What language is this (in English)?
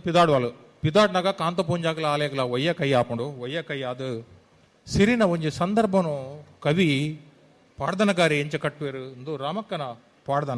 Tulu